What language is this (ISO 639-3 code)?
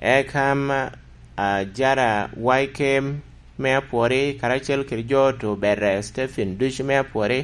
laj